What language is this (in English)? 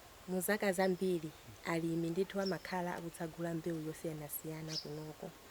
Nyanja